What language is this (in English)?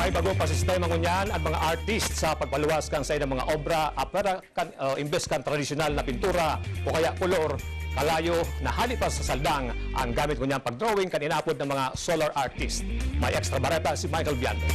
Bikol